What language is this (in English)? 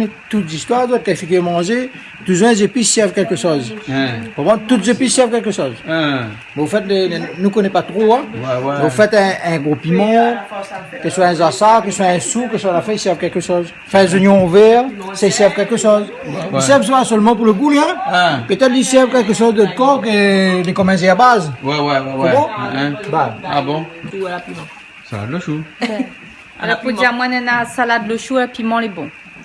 Réunion Creole French